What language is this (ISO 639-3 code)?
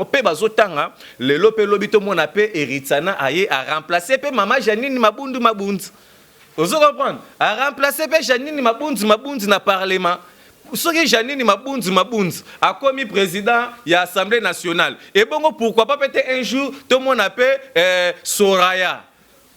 lin